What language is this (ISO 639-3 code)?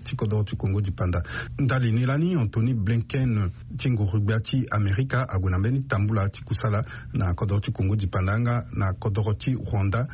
sag